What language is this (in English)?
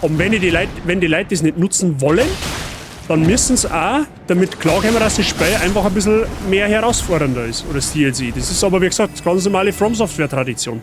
Bavarian